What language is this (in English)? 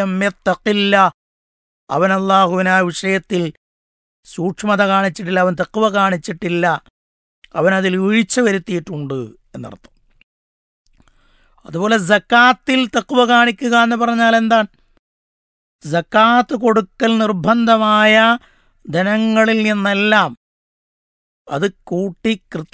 Malayalam